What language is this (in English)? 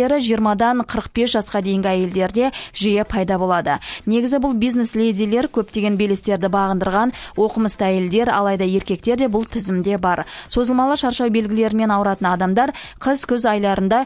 Kazakh